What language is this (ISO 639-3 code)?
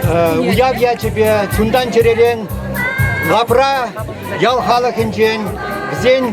chv